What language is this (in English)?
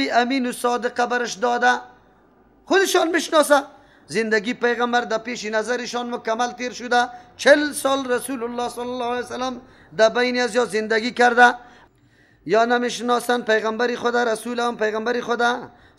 Persian